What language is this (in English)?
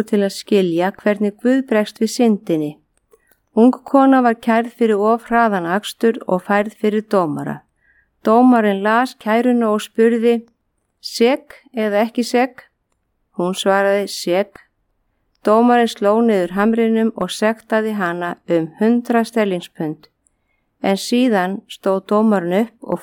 Icelandic